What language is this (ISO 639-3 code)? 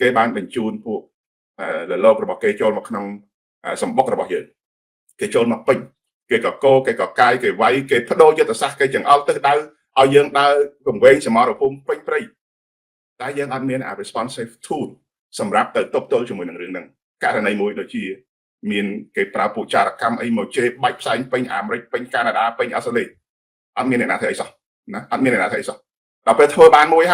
khm